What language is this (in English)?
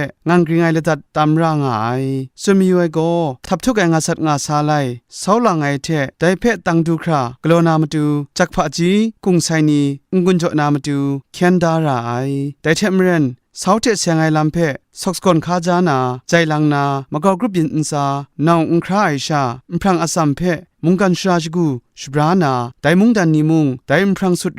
Kachin